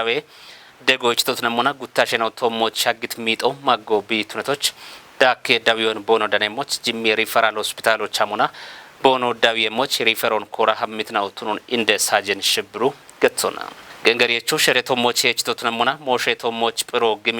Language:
Kafa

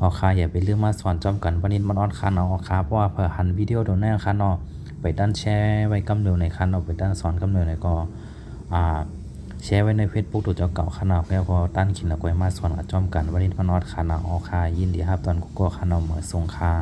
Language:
Shan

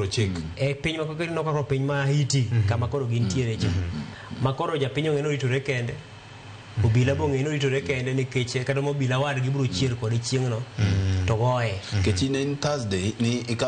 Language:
Luo (Kenya and Tanzania)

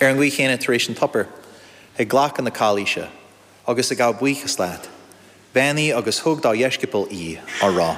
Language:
Irish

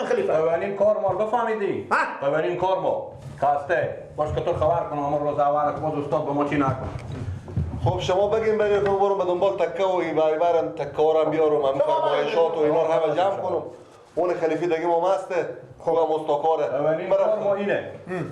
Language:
Persian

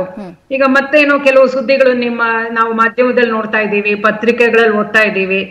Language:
Kannada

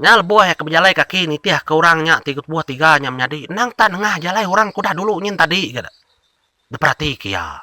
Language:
Iban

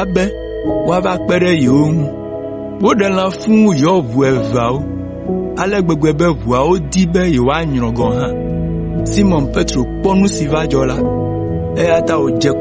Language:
Ewe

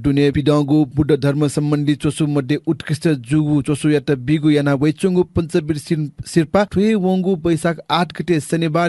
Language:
Newari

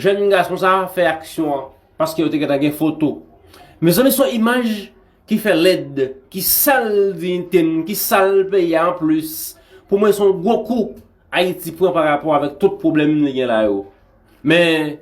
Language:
Haitian Creole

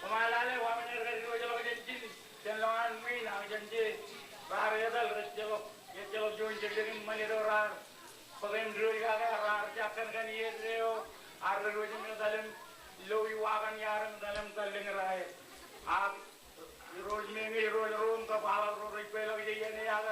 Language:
Marshallese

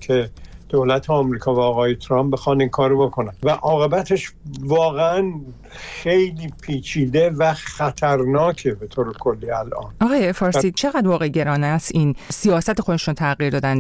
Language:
Persian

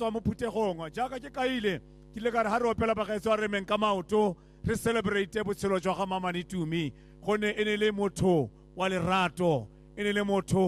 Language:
Tswana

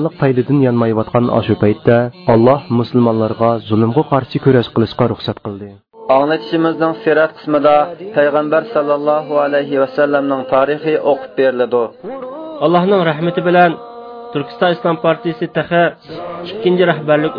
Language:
Uyghur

